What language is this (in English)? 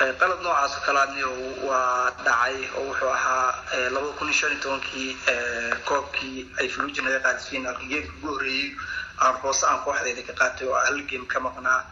Somali